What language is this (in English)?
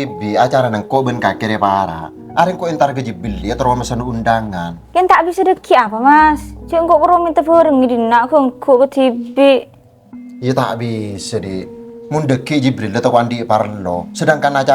Madurese